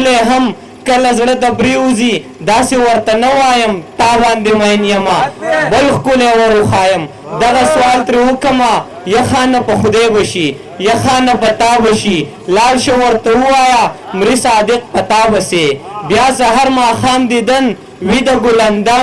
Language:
Pashto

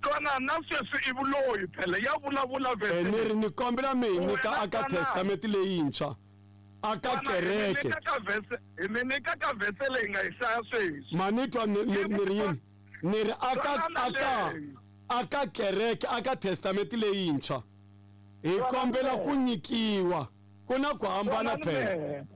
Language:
Tsonga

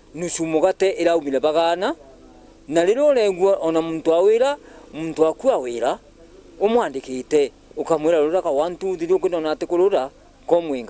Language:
Meru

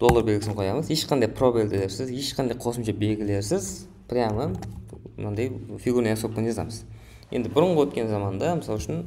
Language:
Kara-Kalpak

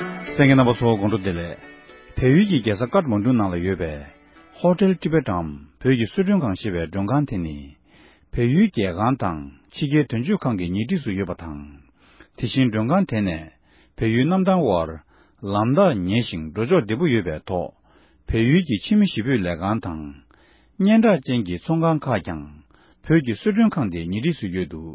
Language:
Tibetan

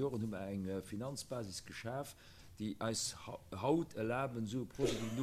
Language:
Luxembourgish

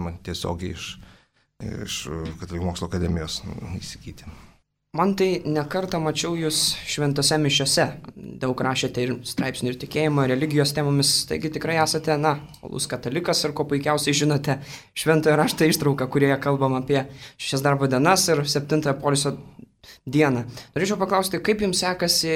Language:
Lithuanian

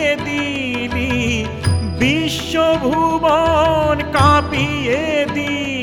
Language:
Bangla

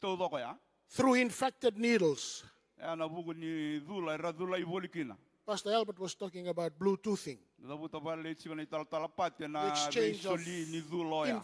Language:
Fijian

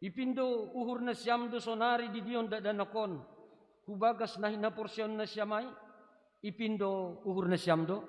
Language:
Batak Simalungun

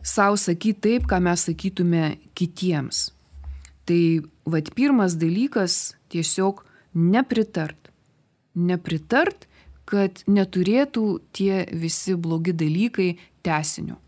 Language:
Lithuanian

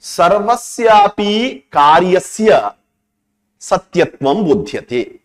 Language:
Sanskrit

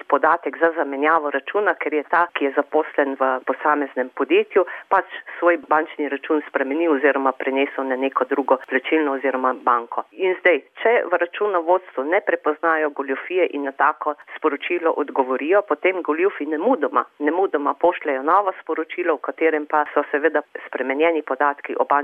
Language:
Slovenian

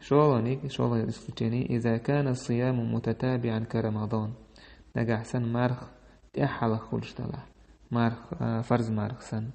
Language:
Chechen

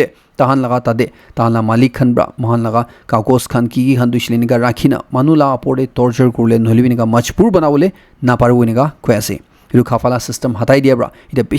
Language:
Naga Pidgin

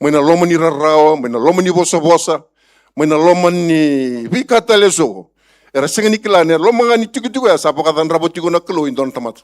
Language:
Fijian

